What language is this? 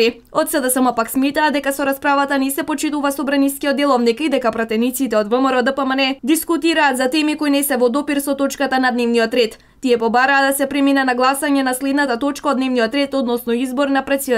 Macedonian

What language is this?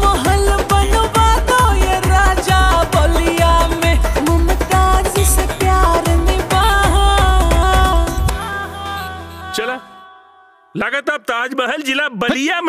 Bhojpuri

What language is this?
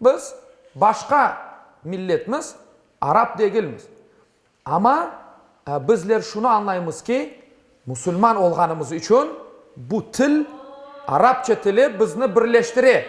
Crimean Tatar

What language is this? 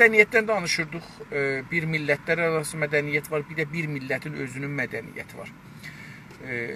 South Azerbaijani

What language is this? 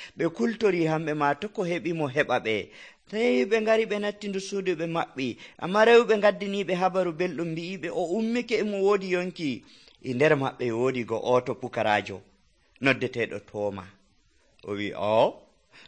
Nigerian Fulfulde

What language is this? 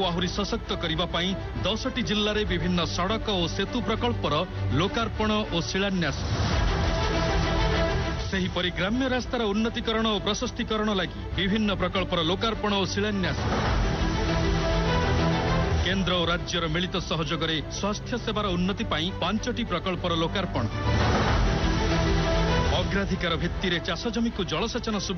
Odia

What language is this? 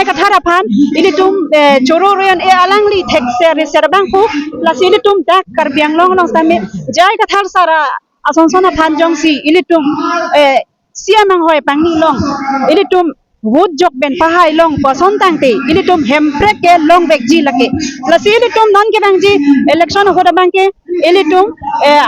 Karbi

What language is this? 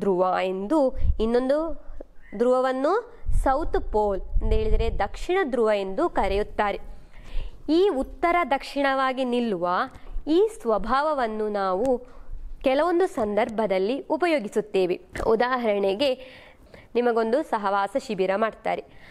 Kannada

